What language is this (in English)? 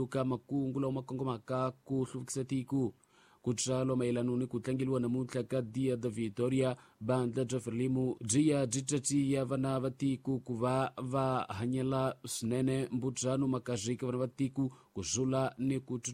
Tsonga